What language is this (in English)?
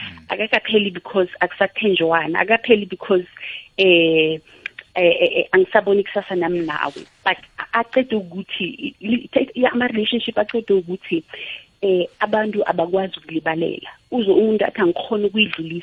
South Ndebele